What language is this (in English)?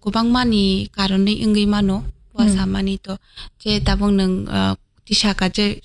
Kok Borok